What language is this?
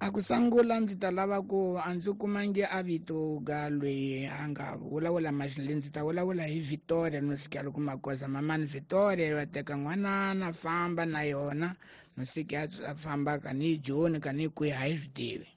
Tsonga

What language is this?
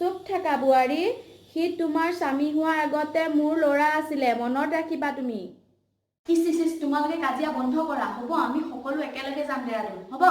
Assamese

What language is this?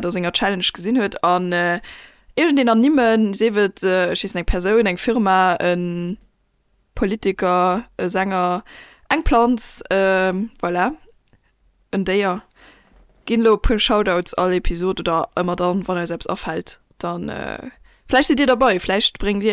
Luxembourgish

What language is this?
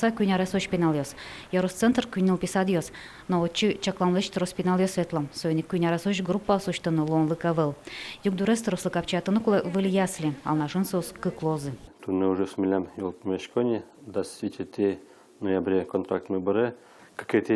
Udmurt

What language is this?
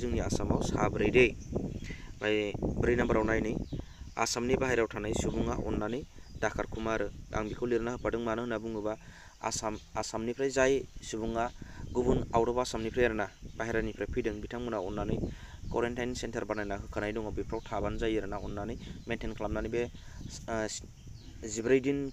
Bodo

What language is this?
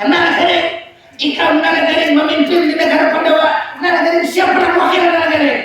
Banjar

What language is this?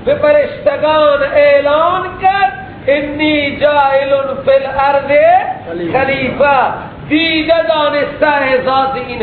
Persian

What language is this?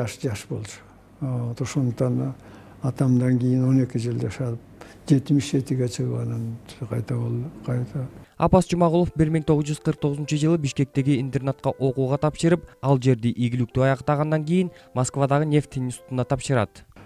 Kyrgyz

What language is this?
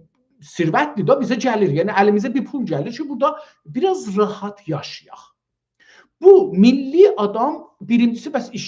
South Azerbaijani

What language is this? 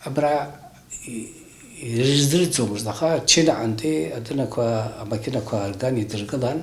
Abkhazian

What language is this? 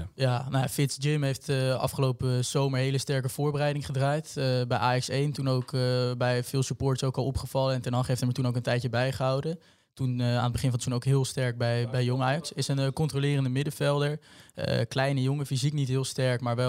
Dutch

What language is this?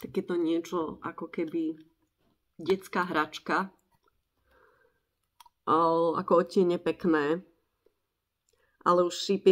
Slovak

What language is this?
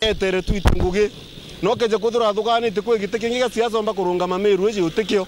Meru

